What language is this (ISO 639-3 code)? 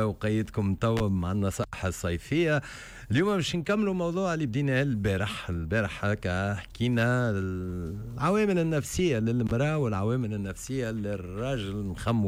aeb